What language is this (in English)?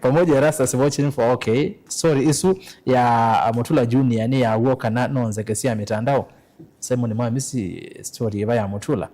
Kamba